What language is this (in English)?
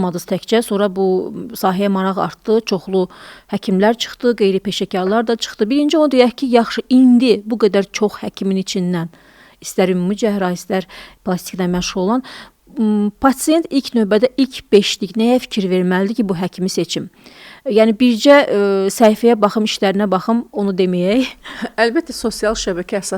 Azerbaijani